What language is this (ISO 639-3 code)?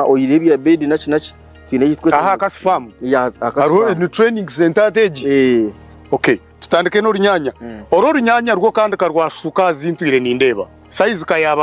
nyn